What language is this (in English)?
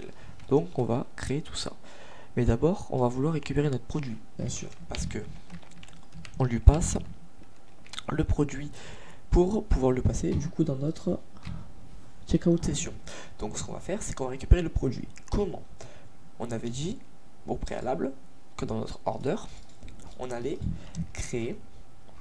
French